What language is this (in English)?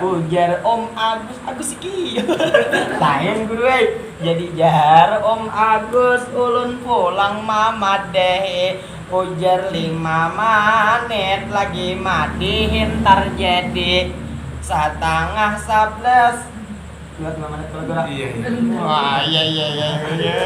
Banjar